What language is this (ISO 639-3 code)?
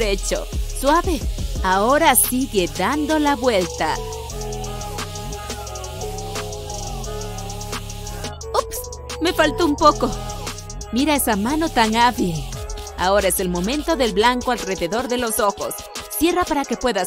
spa